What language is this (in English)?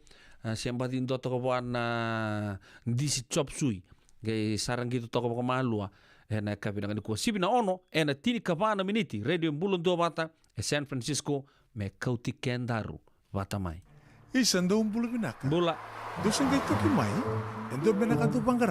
Fijian